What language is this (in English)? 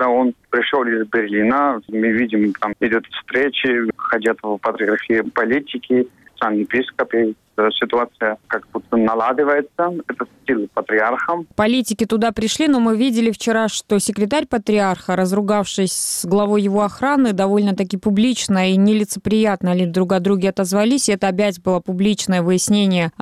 Russian